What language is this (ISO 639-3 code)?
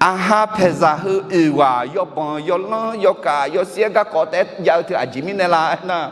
ahk